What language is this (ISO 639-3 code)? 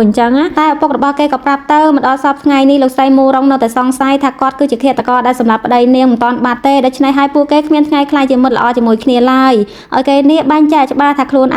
khm